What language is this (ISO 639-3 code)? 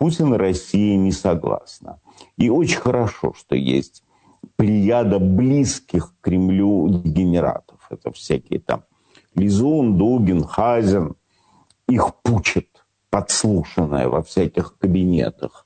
rus